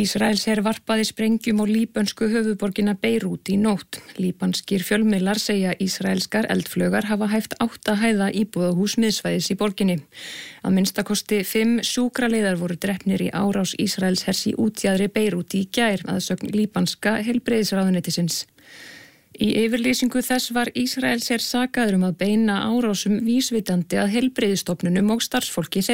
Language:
Icelandic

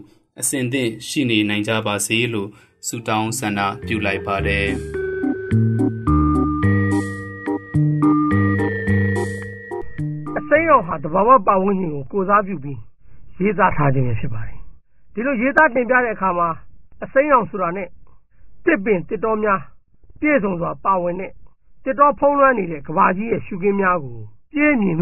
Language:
Burmese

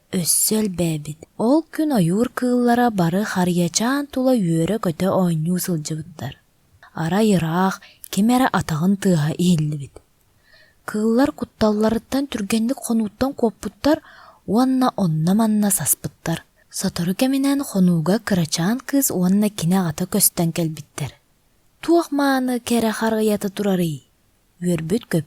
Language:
Yakut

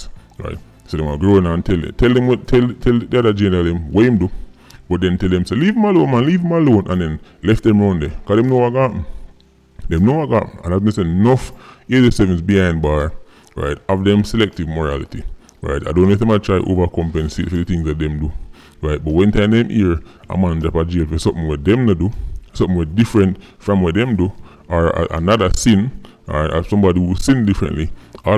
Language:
Jamaican Creole English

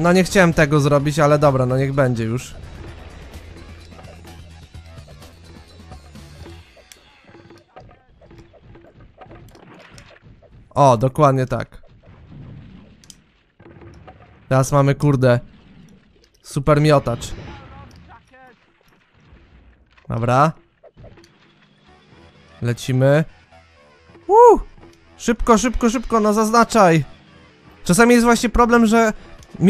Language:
Polish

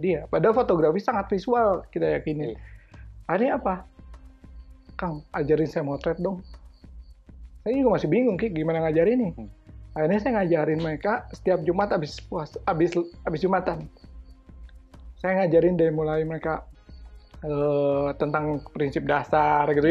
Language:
Indonesian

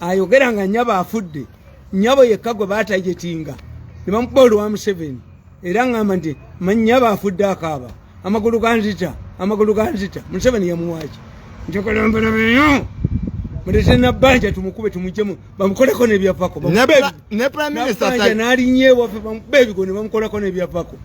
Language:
Ganda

